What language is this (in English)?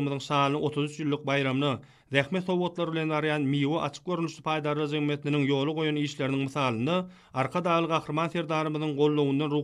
Turkmen